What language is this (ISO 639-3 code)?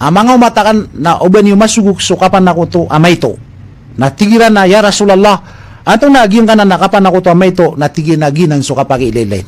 mrw